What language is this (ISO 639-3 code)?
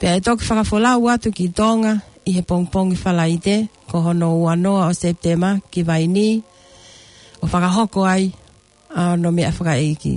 ton